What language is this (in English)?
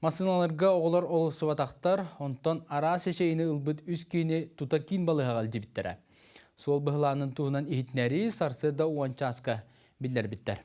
Yakut